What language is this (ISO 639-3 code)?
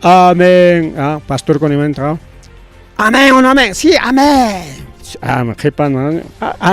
quy